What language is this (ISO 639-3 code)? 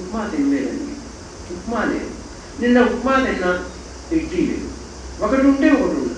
tel